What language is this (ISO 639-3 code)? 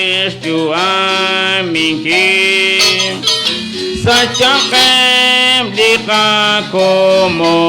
kek